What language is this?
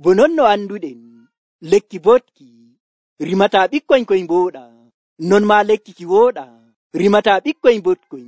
Nigerian Fulfulde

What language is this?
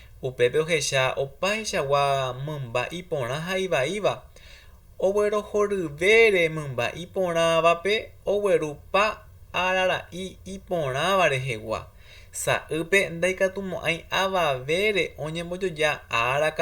Guarani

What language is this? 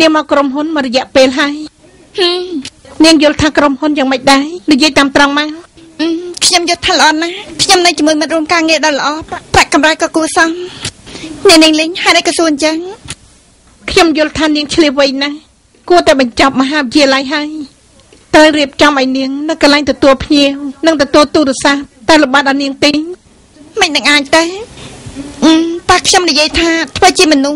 Khmer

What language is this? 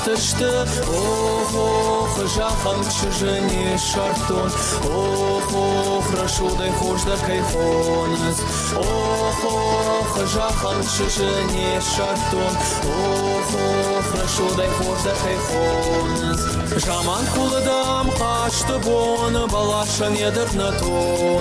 Ossetic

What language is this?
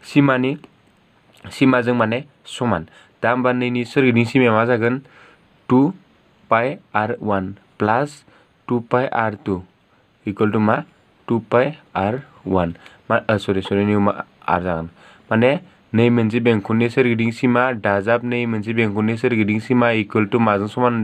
Bodo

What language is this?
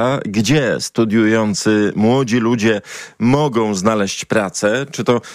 Polish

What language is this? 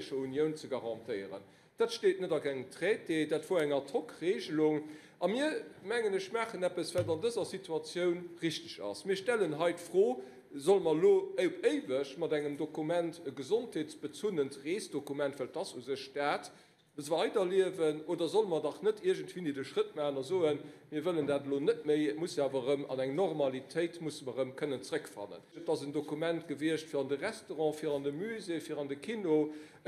Luxembourgish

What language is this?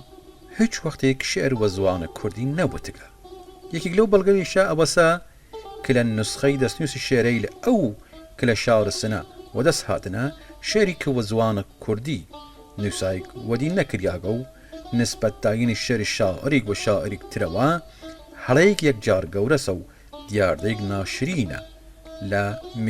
Southern Kurdish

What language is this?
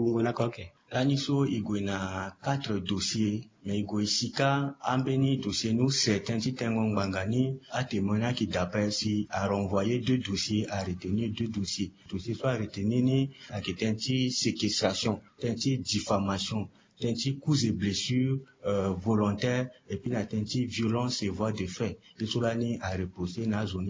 Sango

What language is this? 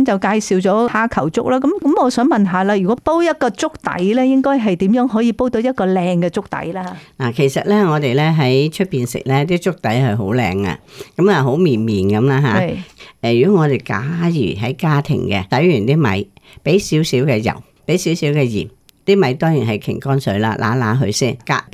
Cantonese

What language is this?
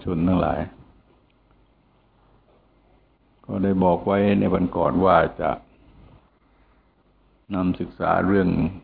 Thai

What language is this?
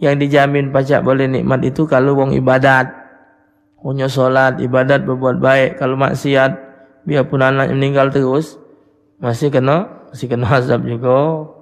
Musi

